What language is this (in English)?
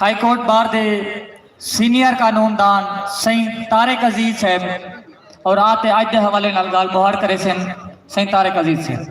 Saraiki